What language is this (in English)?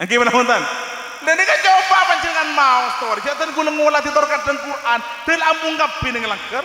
Madurese